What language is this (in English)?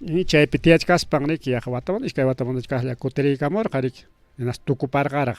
Ayacucho Quechua